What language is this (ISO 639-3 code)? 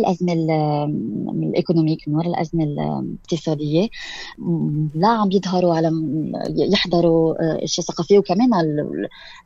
apc